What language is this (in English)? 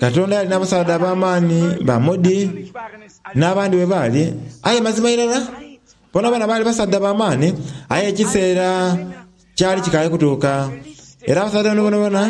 Soga